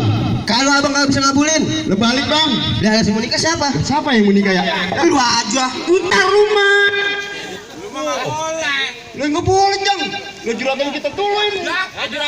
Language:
Betawi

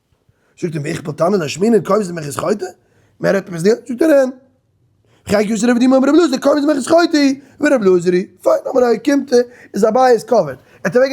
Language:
Yiddish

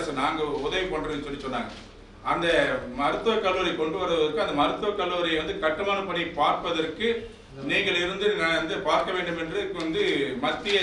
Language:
Tamil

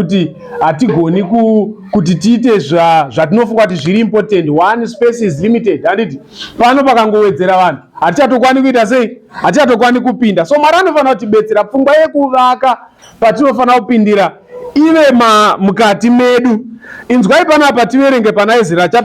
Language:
Shona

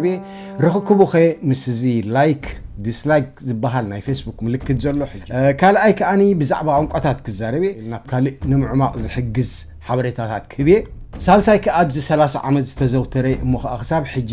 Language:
Tigrinya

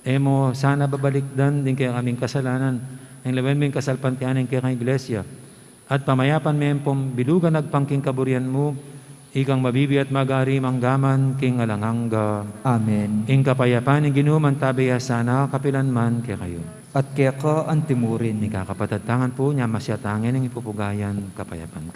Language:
Pampanga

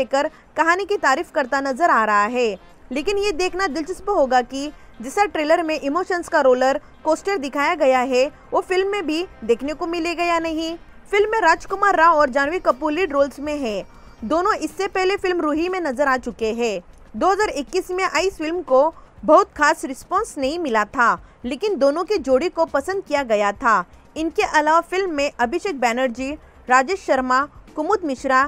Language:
Hindi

